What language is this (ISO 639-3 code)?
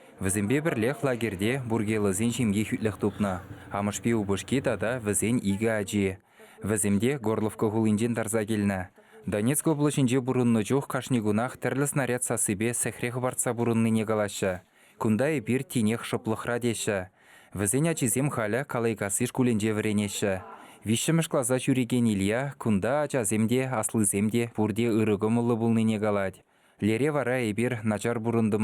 chv